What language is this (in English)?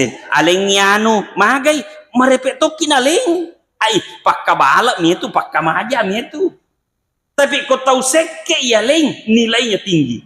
Buginese